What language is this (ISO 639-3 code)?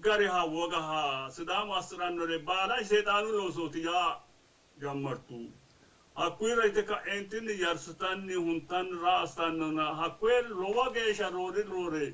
sid